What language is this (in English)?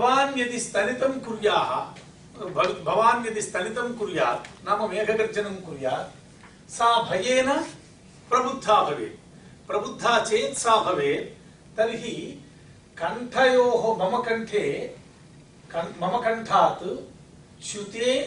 Sanskrit